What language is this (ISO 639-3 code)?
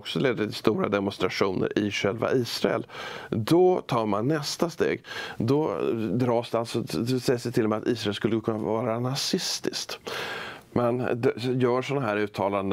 swe